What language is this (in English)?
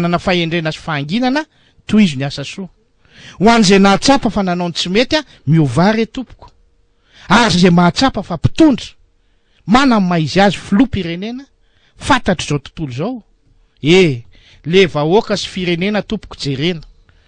Malagasy